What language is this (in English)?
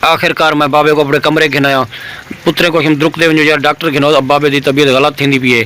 Saraiki